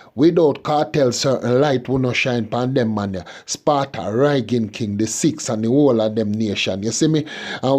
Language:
Jamaican Creole English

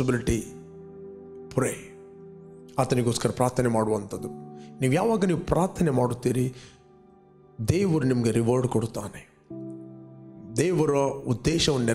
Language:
Kannada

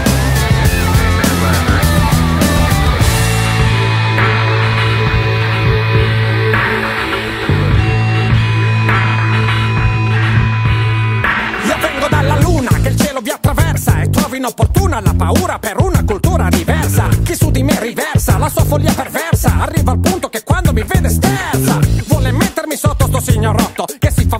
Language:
Italian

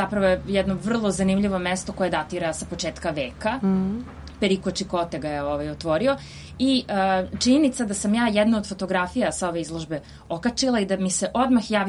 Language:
Serbian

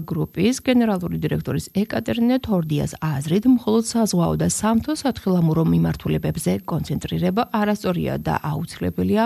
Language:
Georgian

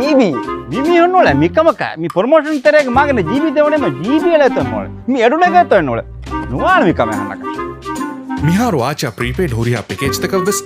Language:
Divehi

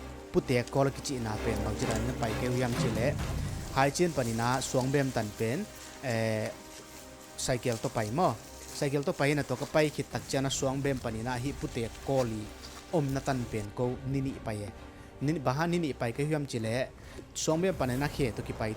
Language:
Tedim Chin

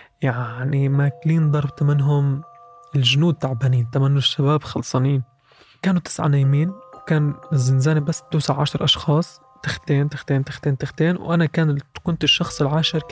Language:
North Levantine Arabic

